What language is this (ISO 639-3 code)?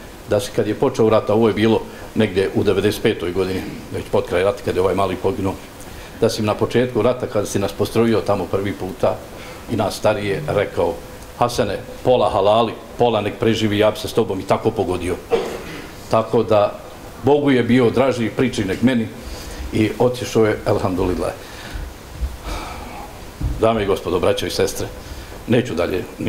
bos